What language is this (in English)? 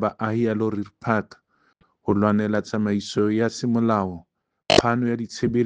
Southern Sotho